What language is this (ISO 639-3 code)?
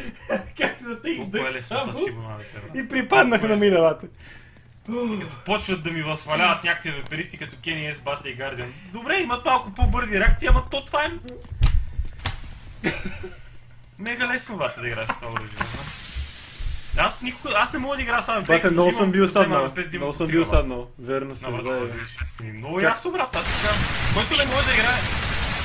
bul